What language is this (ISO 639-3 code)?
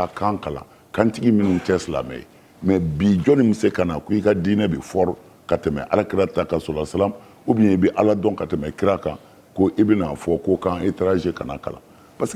bam